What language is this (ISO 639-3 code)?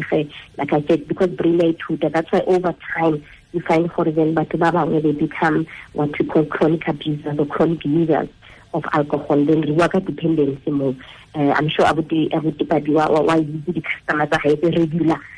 tsn